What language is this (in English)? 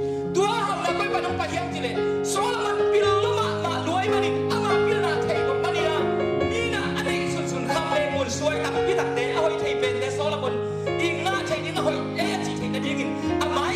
Tedim Chin